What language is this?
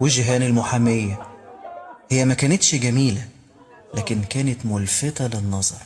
Egyptian Arabic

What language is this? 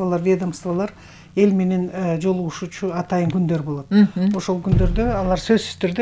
Kyrgyz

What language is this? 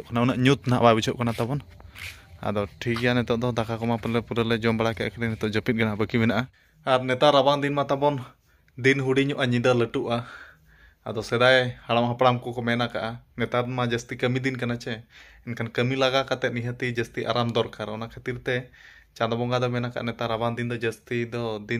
Santali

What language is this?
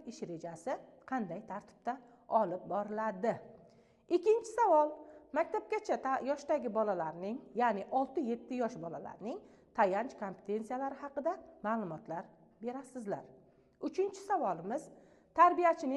Uzbek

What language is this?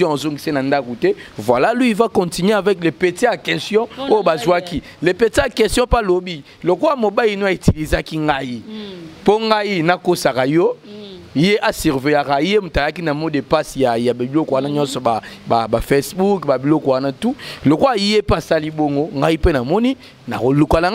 Lingala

